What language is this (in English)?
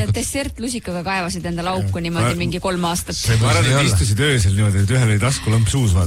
Estonian